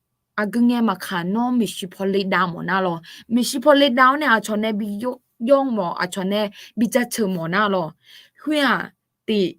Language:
Akha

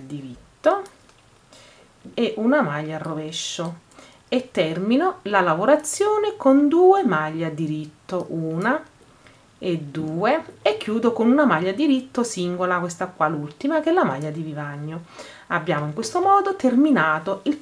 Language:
Italian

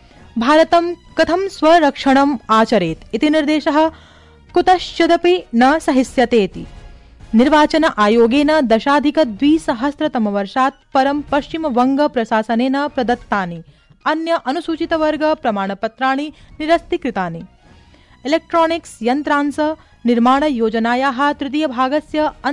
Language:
Sanskrit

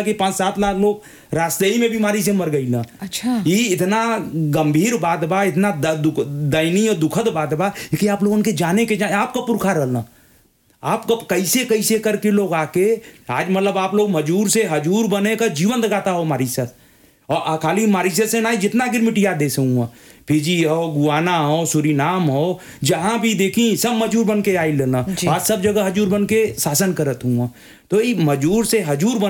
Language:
Bhojpuri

